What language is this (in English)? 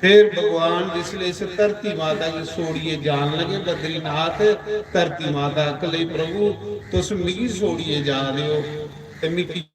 Dogri